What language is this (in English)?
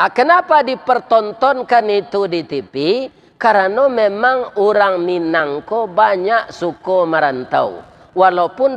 Minangkabau